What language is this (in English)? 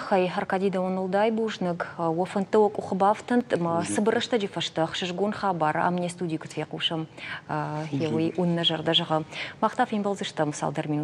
Ossetic